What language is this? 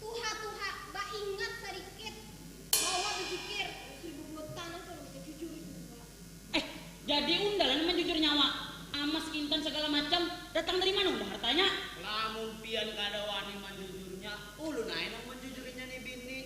Banjar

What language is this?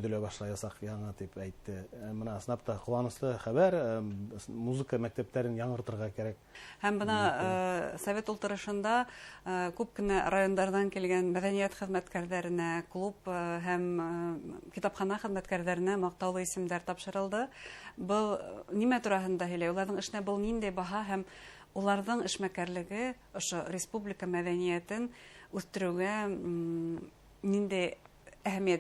Bashkir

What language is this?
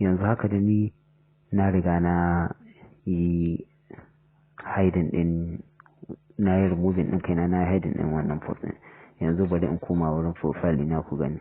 Hausa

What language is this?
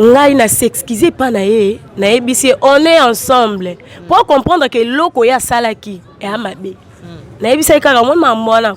Lingala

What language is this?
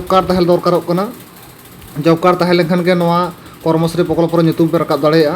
Santali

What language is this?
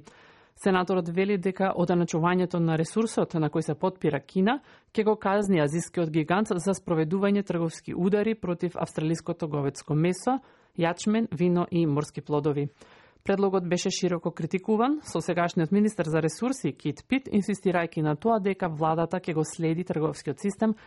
Macedonian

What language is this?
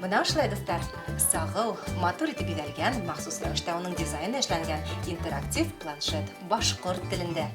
Bashkir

